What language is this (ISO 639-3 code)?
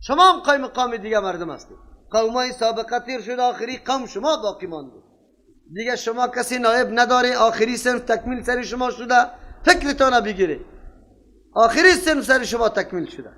fas